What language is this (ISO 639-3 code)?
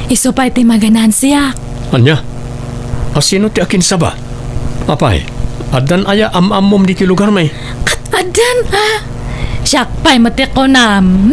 ilo